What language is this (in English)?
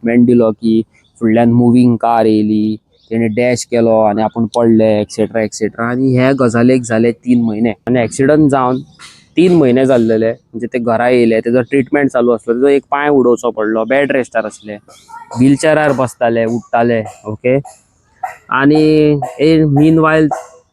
Konkani